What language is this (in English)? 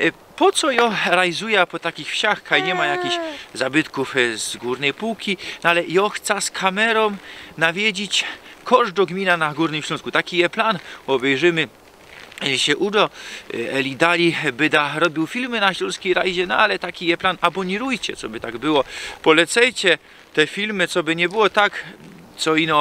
Silesian